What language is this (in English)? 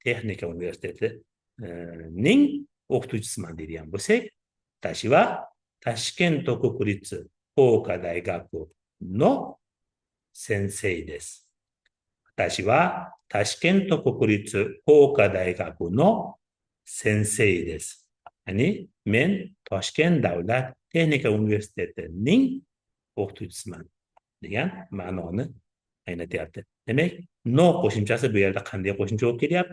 Uzbek